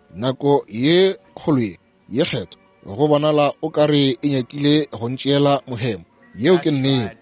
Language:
Northern Sotho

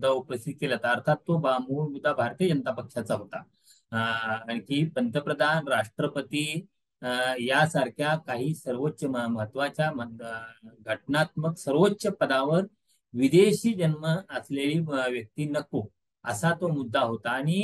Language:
Marathi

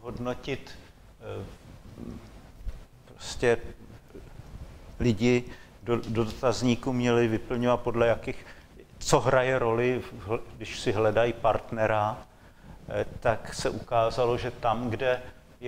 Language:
Czech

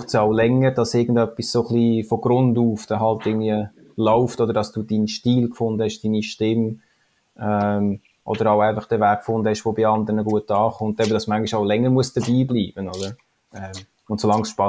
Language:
Swiss German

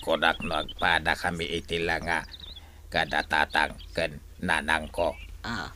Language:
Iloko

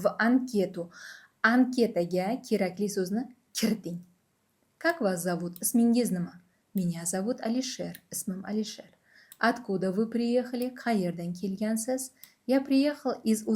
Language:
Uzbek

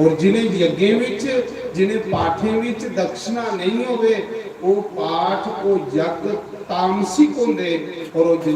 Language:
Dogri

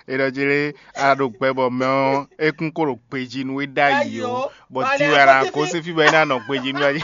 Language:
Fon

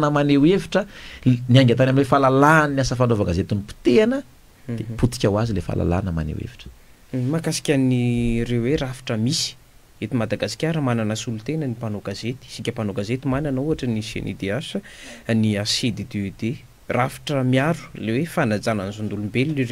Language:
Malagasy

